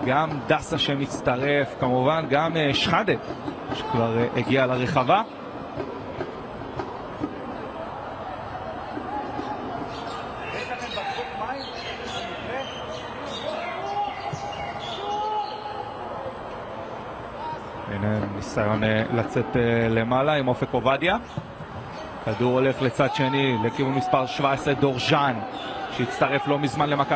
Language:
Hebrew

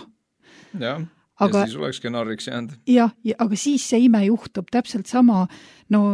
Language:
Estonian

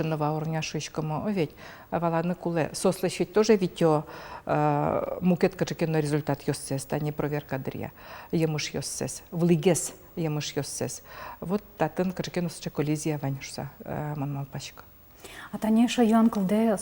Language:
Udmurt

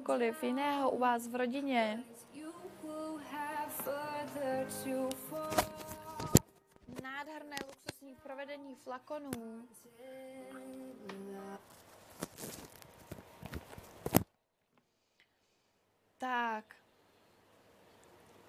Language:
Czech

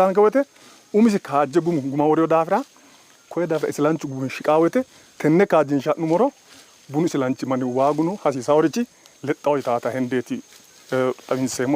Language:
Sidamo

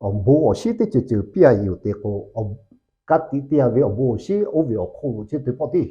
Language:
Lahu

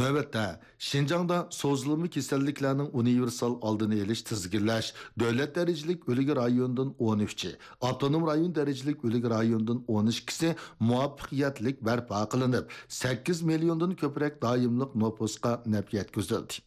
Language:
Uyghur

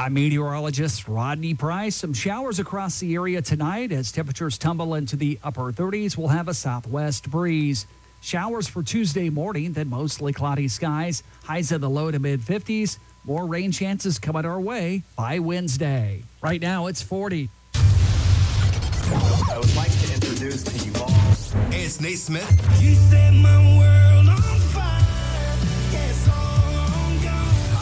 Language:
English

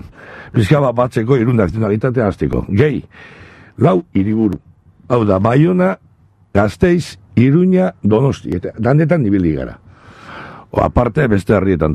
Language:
Basque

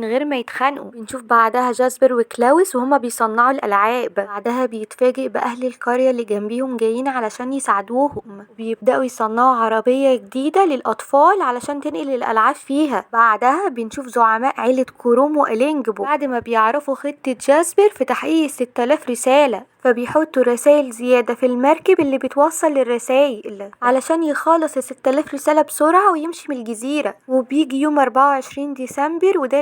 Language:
Egyptian Arabic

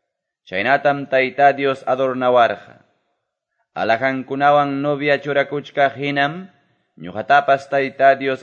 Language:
Quechua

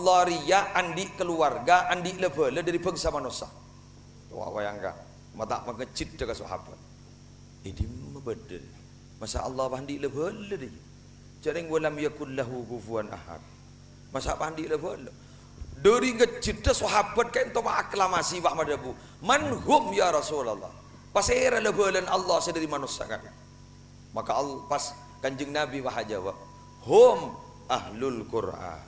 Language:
Madurese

